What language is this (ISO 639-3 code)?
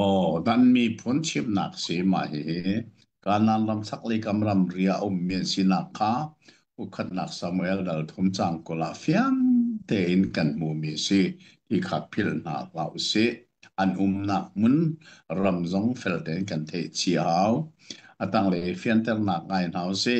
cnh